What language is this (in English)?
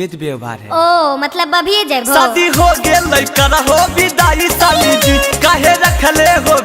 Magahi